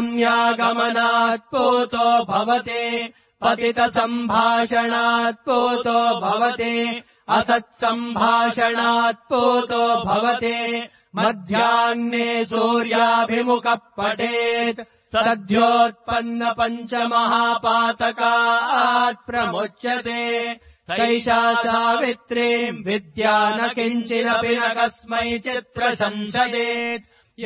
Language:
Sanskrit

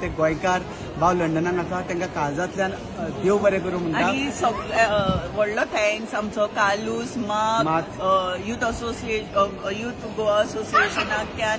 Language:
Konkani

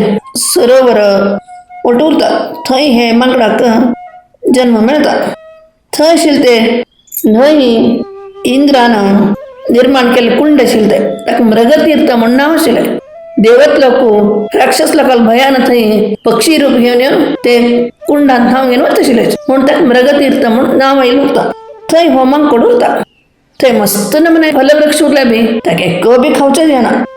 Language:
Konkani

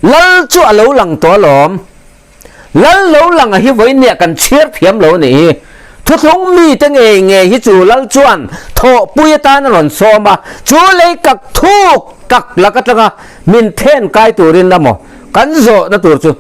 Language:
Mizo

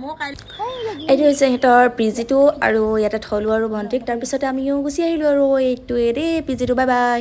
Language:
Assamese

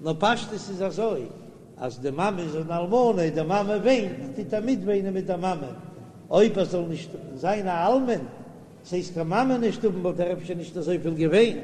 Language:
Yiddish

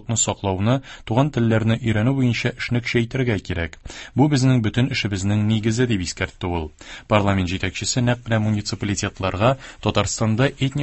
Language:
Tatar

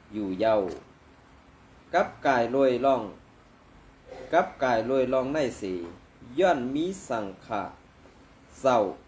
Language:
Shan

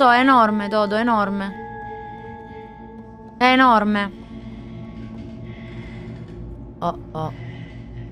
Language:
Italian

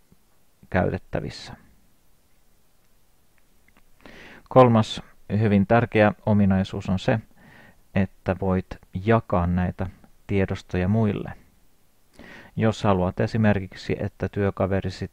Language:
Finnish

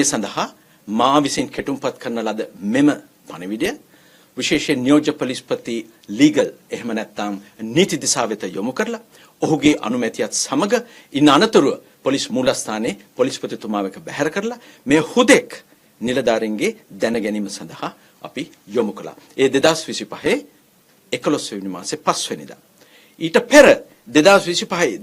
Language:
Sinhala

